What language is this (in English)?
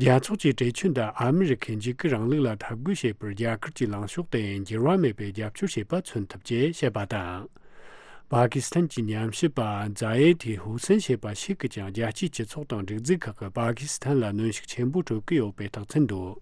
Tibetan